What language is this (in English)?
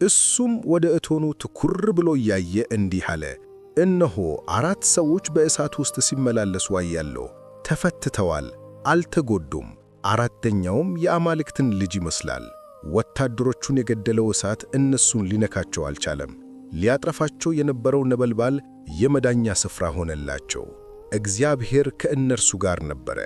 Amharic